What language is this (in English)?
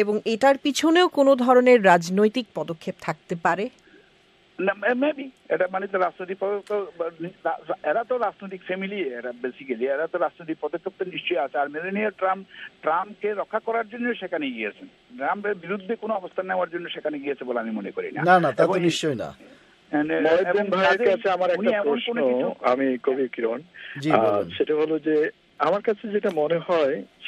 Bangla